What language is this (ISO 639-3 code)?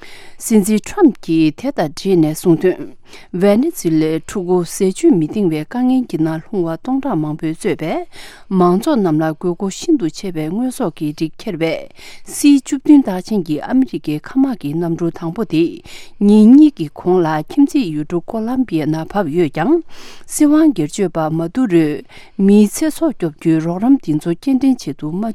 bod